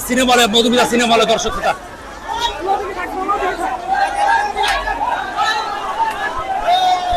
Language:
Bangla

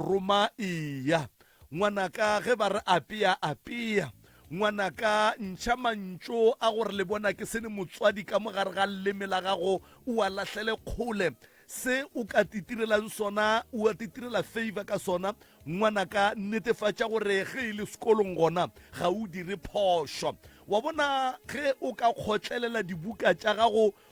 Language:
Northern Sotho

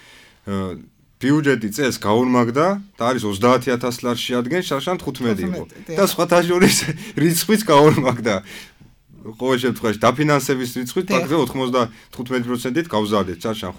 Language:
Georgian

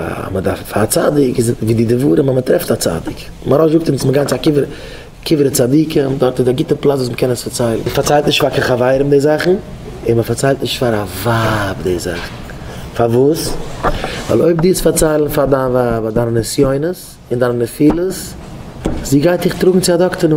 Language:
Yiddish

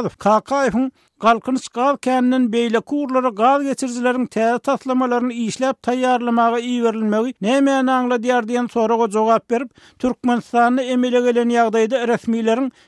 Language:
Turkmen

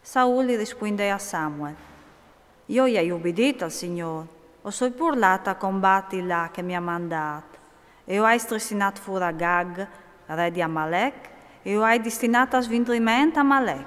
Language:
Friulian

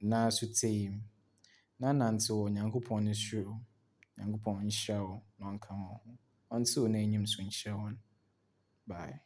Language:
Akan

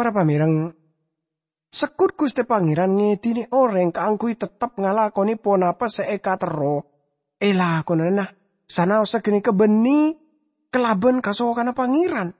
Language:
Madurese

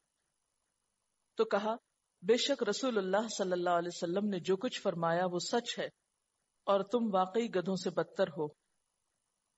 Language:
Urdu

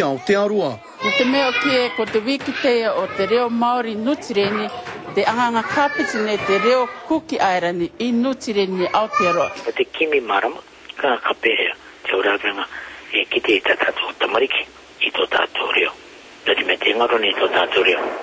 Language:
Māori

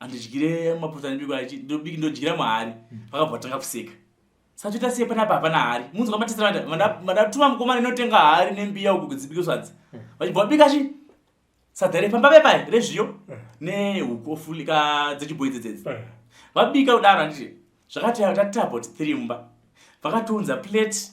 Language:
Shona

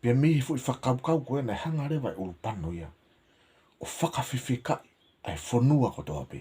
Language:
Tongan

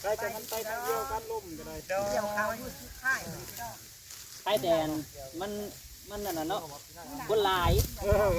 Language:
Northeastern Thai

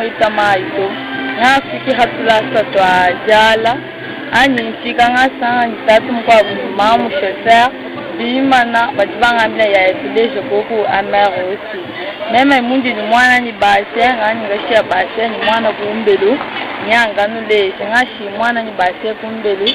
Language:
Luba-Lulua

